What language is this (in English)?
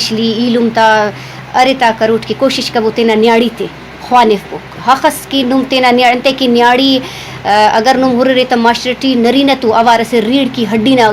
Brahui